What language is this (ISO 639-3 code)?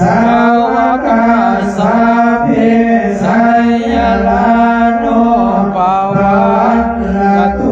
pli